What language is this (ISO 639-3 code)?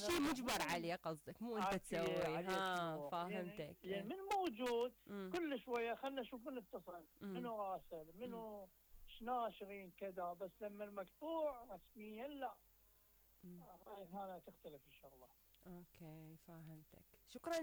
acm